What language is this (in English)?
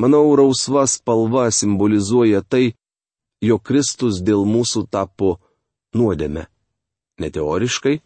Lithuanian